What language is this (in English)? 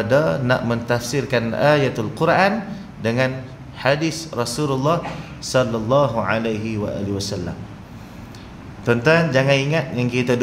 Malay